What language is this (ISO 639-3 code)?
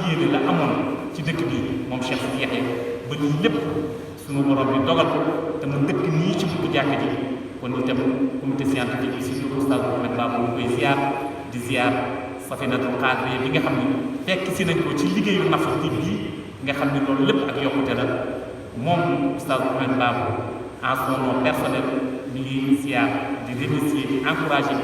wol